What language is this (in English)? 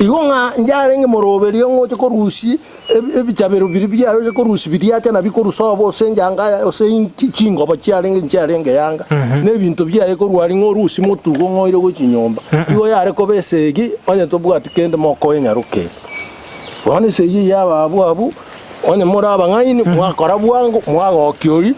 Gusii